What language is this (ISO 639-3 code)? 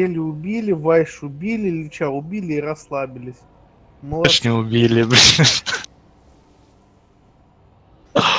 rus